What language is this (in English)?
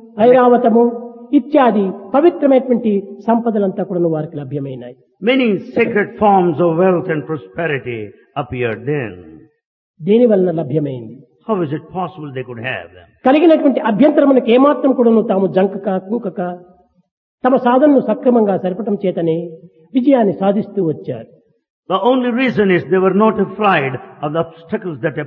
Telugu